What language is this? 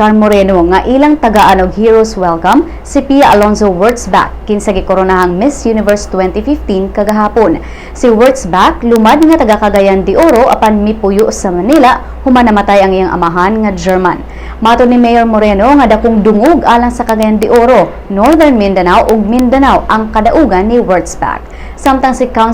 Cebuano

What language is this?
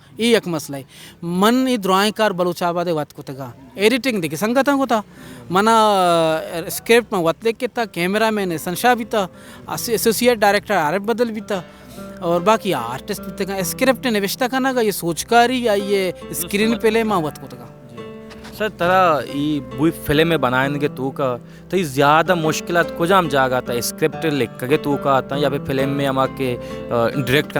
Baluchi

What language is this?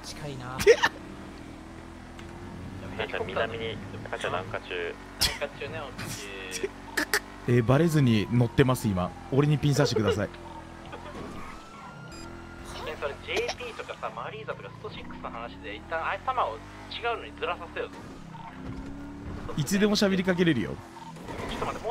Japanese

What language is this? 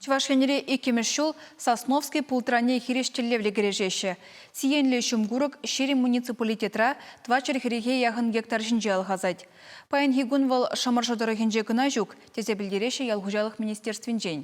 Chuvash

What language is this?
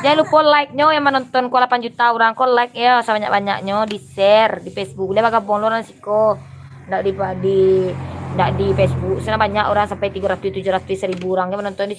Minangkabau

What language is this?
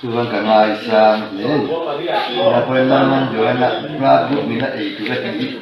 Mizo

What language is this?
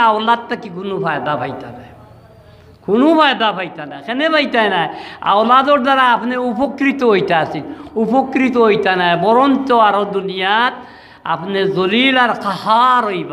Sylheti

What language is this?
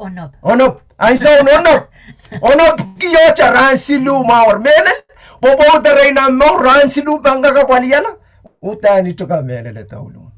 Pohnpeian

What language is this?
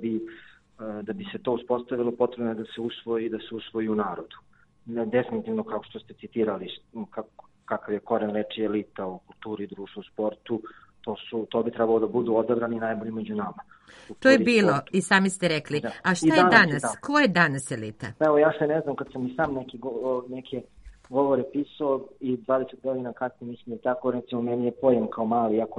Serbian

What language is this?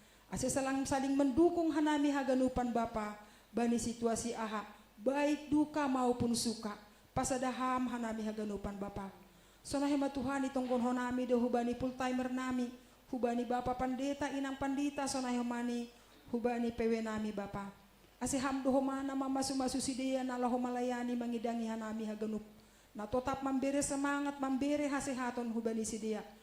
Batak Simalungun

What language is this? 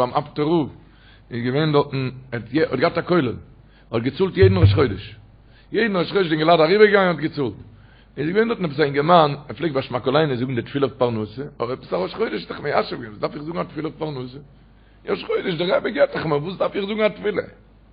Yiddish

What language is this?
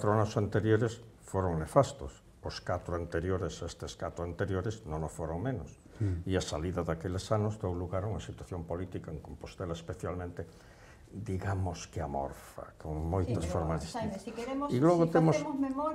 Galician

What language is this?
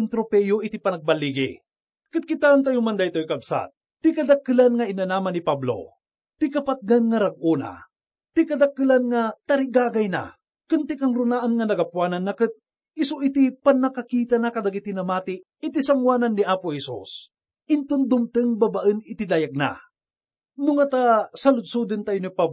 Iloko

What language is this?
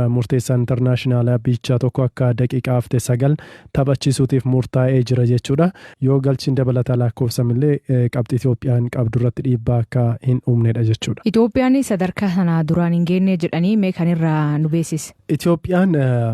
Oromo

